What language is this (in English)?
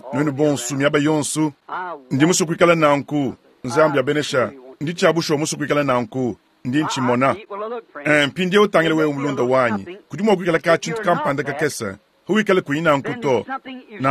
Luba-Lulua